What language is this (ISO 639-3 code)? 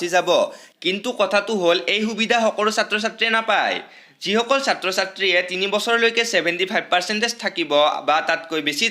asm